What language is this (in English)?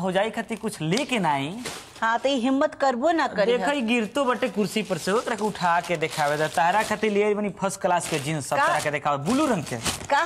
Bhojpuri